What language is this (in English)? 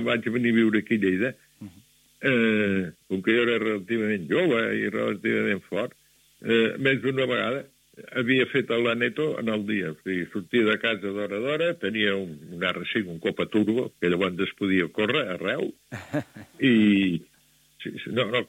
Catalan